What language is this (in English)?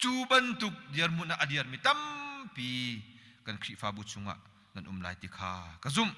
Hakha Chin